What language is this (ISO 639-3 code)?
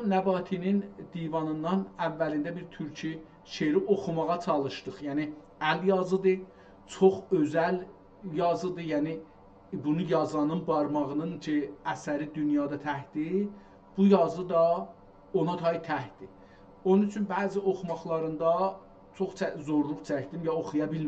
azb